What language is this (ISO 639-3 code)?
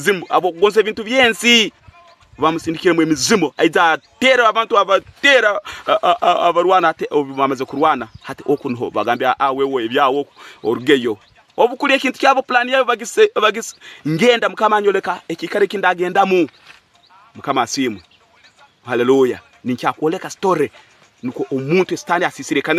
ttj